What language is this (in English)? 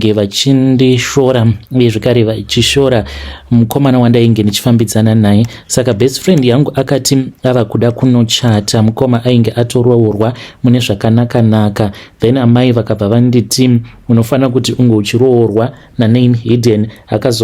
Shona